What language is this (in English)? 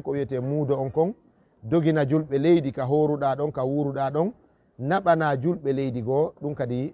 Fula